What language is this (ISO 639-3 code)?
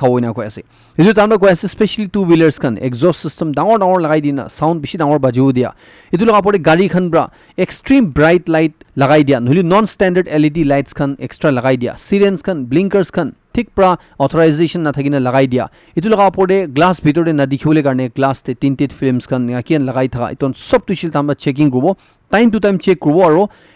nag